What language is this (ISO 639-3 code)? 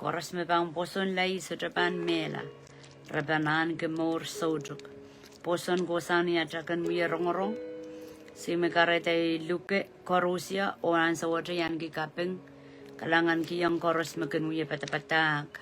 pon